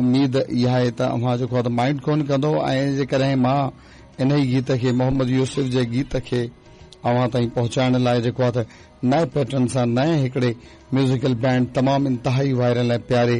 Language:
Sindhi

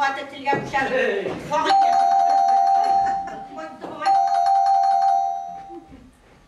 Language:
Tatar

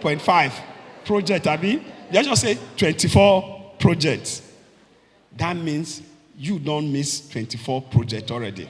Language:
Nigerian Pidgin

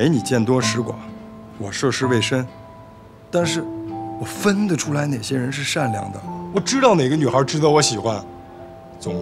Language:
Chinese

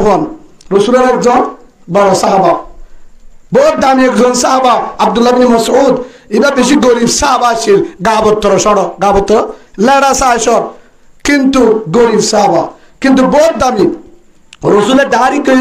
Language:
Rohingya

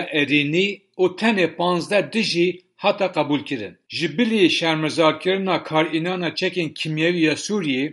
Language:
Kurdish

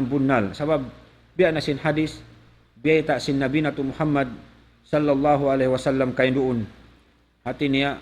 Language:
Tausug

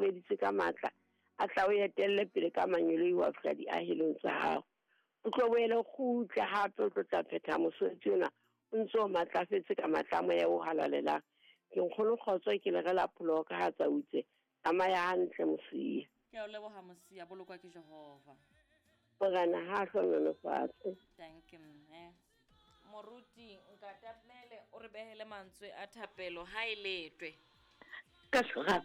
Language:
Southern Sotho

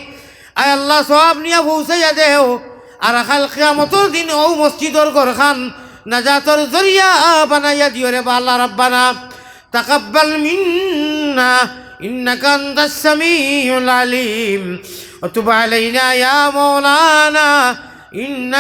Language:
Sylheti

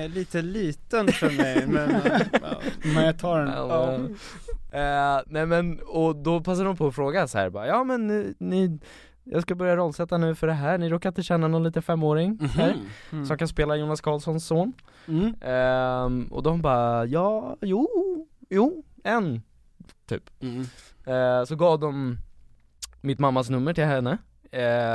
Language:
Swedish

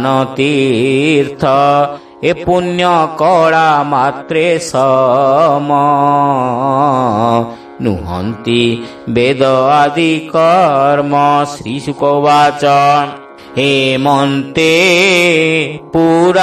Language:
Odia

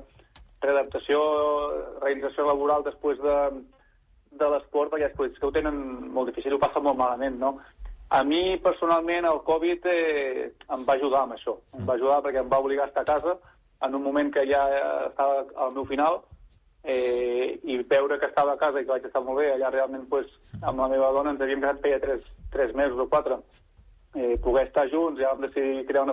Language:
Catalan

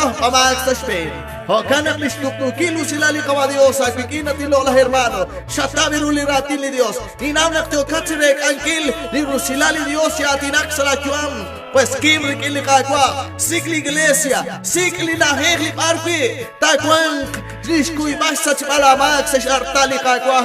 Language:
Kekchí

